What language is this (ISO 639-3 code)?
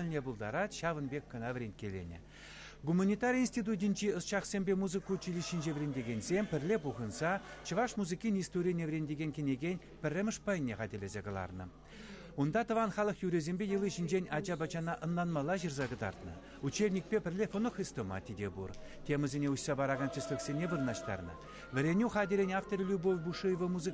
chv